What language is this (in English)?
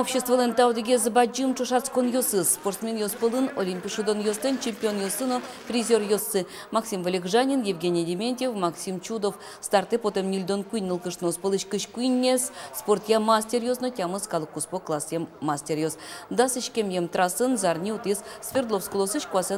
Udmurt